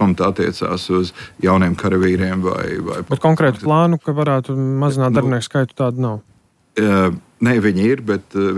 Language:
Latvian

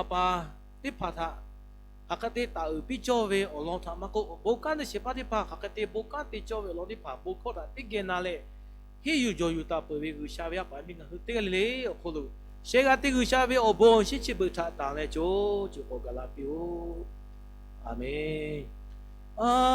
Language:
Lahu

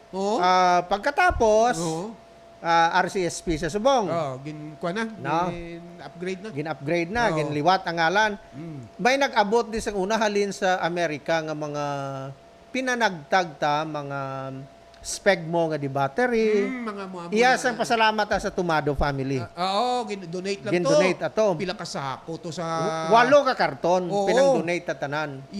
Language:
Hiligaynon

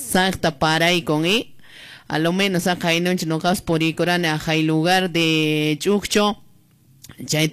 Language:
Quechua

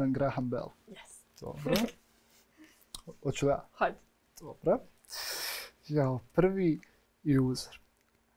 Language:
Bosnian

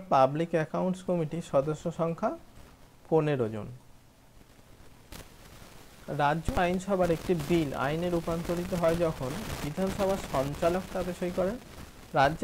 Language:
Bangla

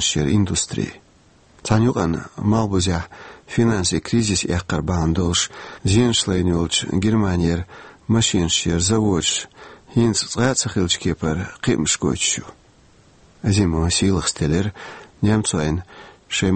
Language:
Chechen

